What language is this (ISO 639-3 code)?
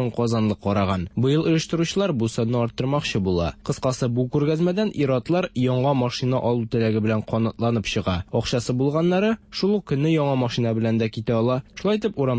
tat